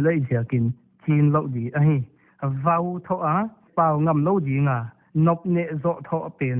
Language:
Paite Chin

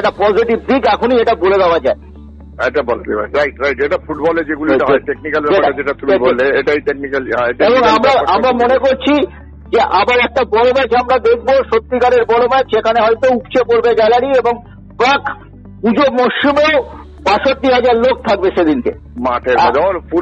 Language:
Bangla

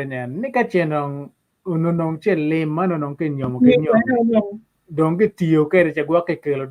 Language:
Acoli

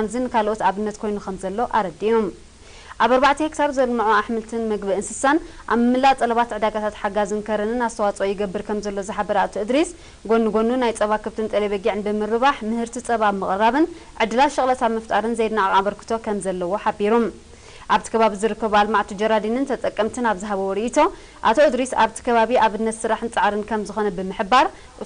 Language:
Tigrinya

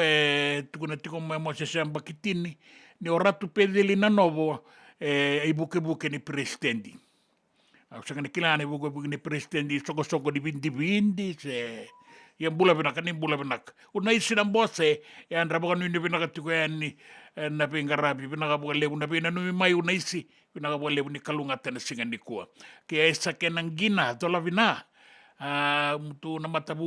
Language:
Fijian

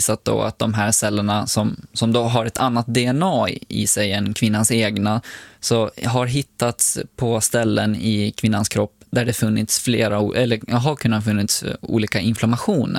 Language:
Swedish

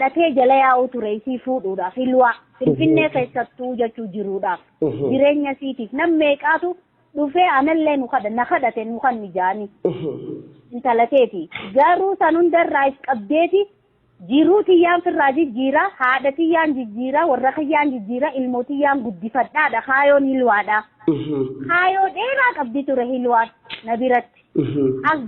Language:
Oromo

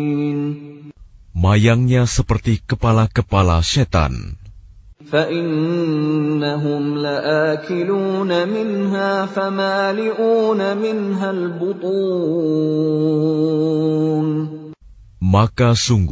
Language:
Indonesian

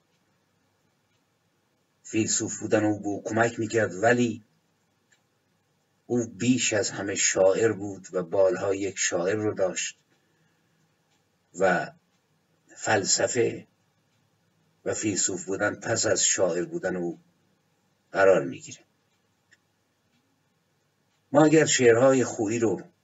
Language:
Persian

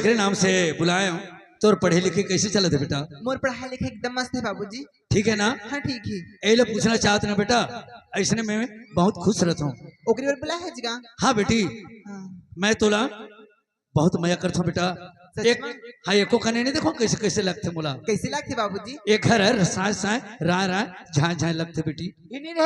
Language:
Chhattisgarhi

